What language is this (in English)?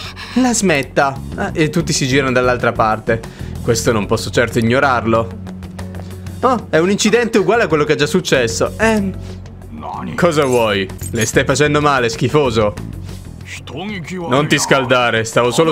Italian